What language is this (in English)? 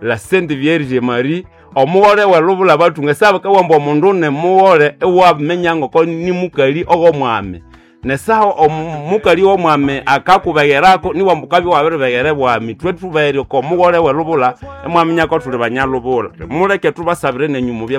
Nande